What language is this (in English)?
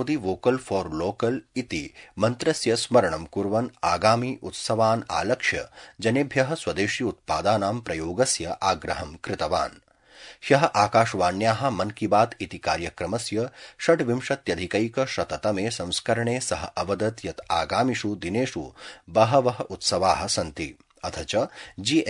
Sanskrit